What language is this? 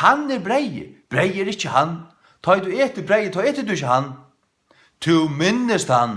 Faroese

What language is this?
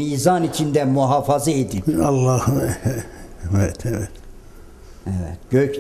Turkish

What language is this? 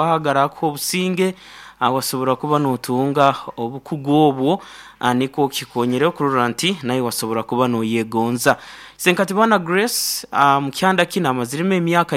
Nyoro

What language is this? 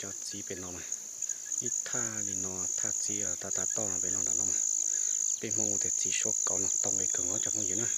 Hmong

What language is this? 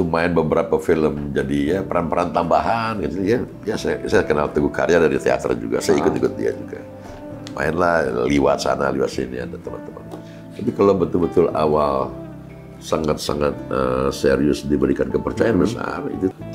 Indonesian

